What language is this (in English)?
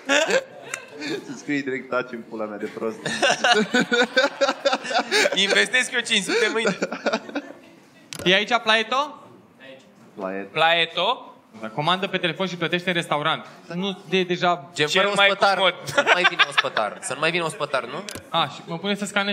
Romanian